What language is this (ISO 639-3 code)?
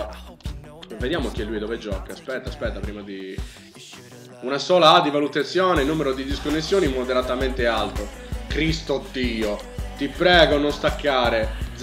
ita